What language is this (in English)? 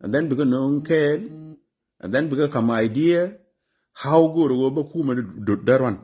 Nuer